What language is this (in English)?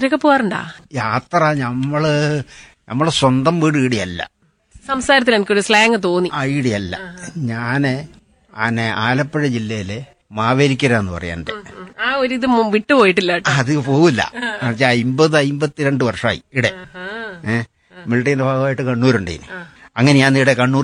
Malayalam